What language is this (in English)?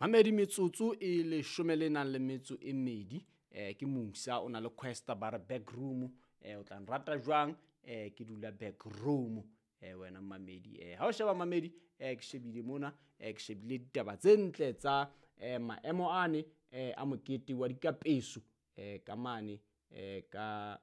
Southern Sotho